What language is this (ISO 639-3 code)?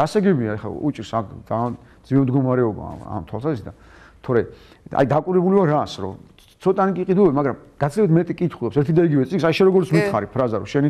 kat